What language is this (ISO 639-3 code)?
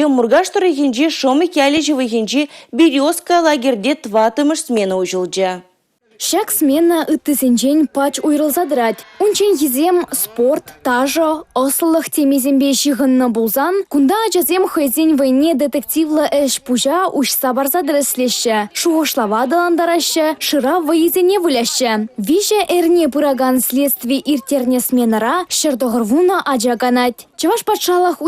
chv